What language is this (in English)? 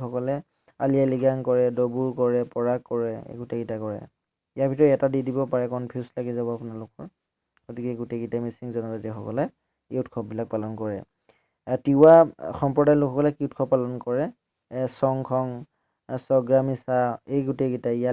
Assamese